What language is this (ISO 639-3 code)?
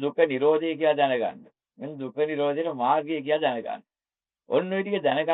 sin